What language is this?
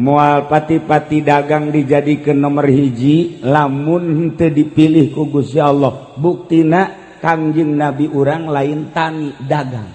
Sundanese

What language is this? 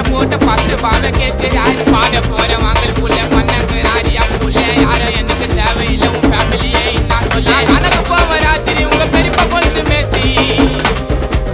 Tamil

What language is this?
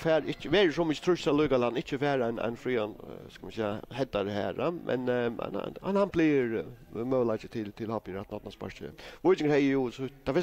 Faroese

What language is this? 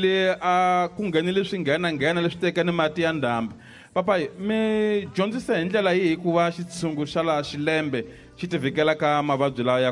Tsonga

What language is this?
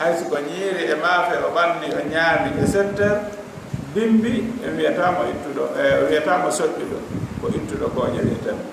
Fula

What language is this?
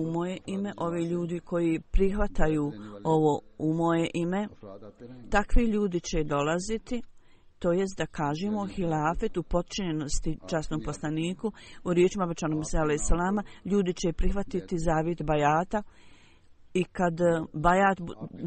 Bosnian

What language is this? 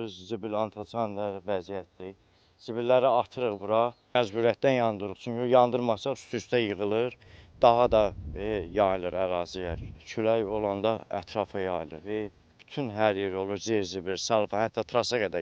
Azerbaijani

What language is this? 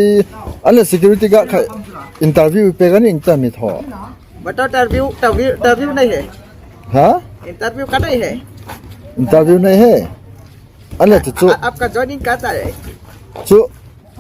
Hmar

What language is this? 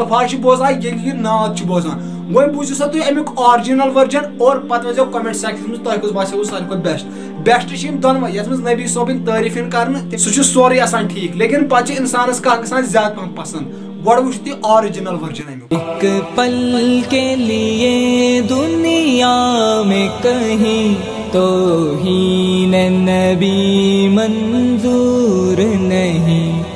Kashmiri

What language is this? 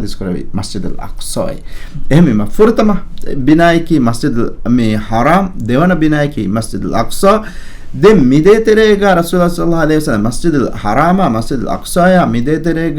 Divehi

